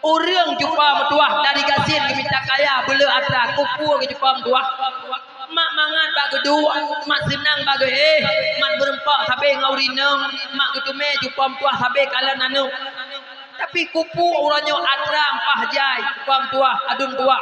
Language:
Achinese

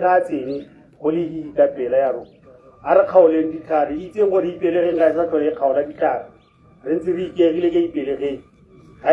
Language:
Tswana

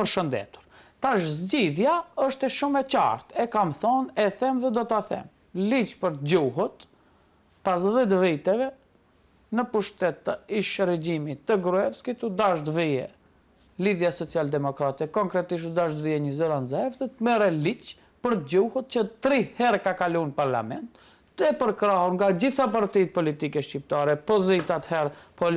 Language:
Albanian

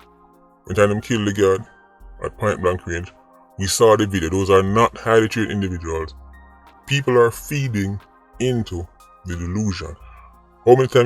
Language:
Jamaican Creole English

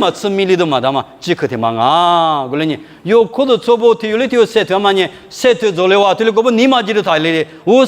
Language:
Lisu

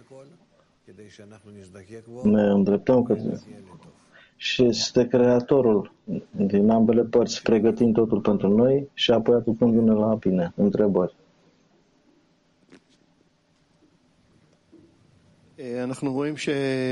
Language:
Romanian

